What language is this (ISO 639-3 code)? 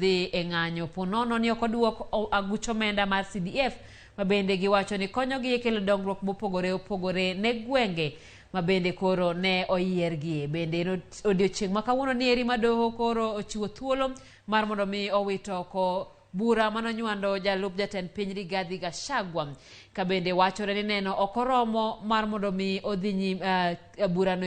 luo